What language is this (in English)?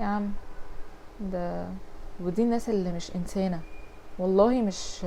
Egyptian Arabic